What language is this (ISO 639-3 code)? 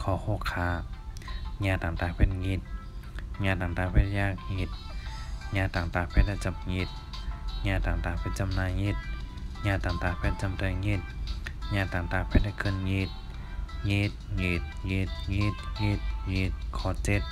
shn